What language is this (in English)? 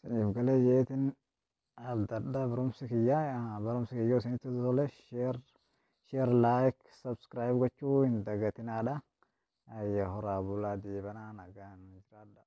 Oromo